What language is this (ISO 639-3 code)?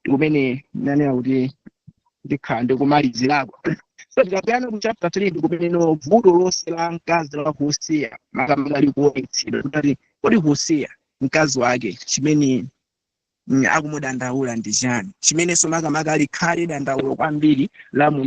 nya